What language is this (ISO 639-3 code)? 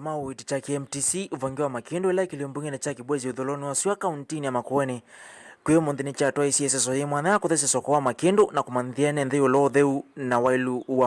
kam